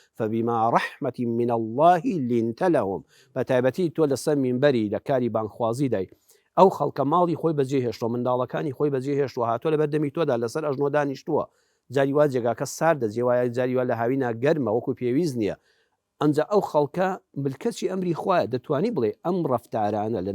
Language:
Central Kurdish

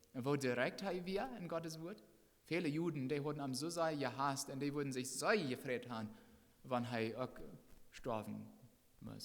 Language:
Plautdietsch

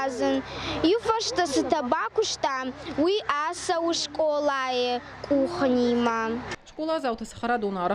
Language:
Ossetic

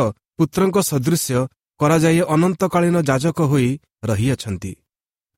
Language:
Odia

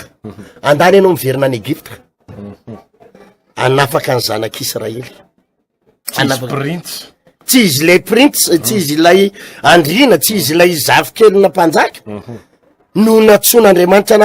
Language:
Malagasy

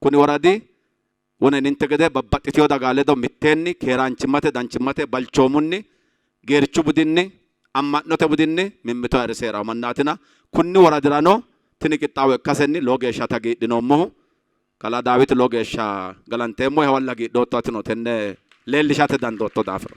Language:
Sidamo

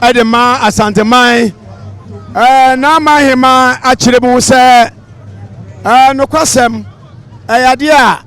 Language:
Akan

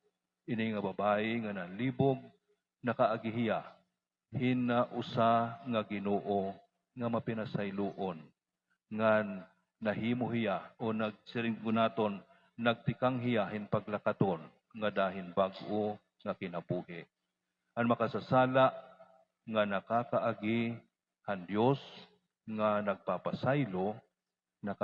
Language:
Waray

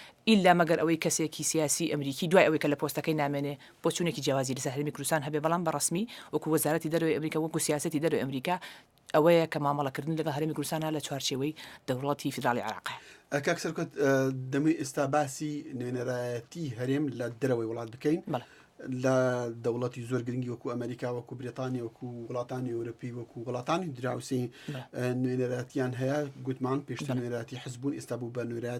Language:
Central Kurdish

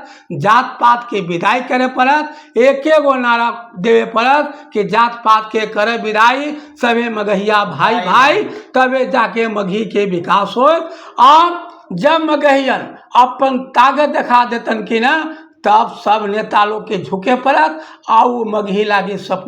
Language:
Magahi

